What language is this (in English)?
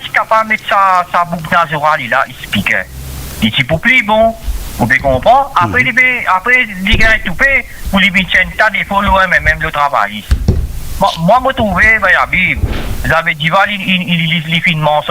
Morisyen